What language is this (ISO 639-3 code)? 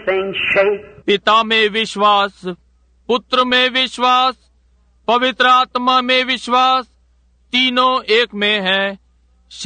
hin